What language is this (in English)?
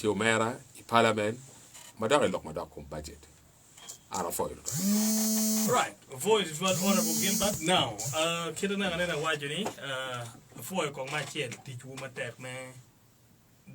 Acoli